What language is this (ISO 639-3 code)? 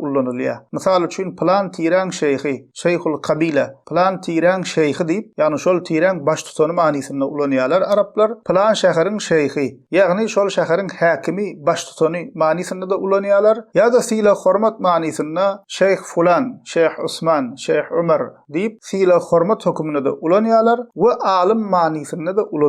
tuk